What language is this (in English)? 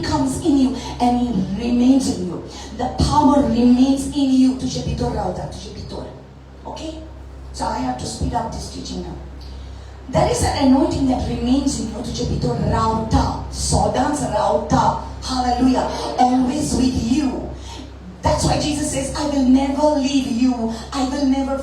Konkani